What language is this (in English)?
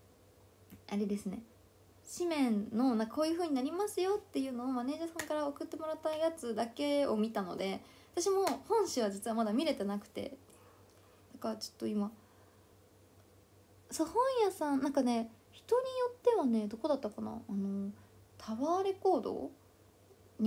Japanese